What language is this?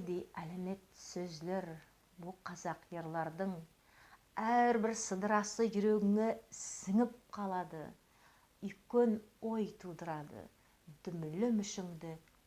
Nogai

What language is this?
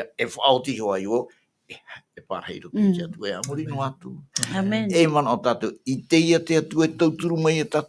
Tahitian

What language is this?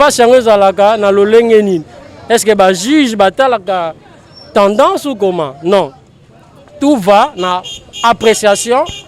Lingala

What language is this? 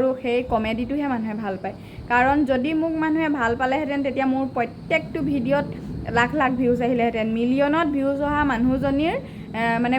Assamese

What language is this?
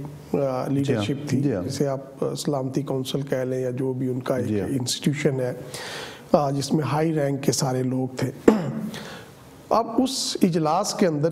Urdu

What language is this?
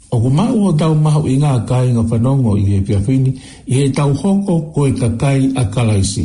Tongan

